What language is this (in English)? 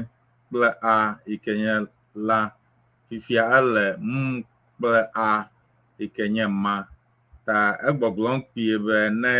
Ewe